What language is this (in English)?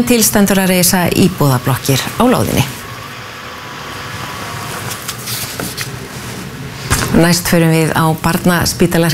Icelandic